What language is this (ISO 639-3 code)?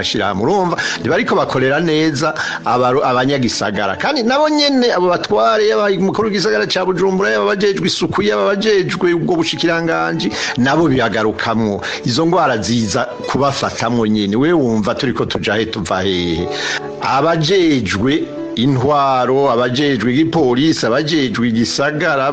run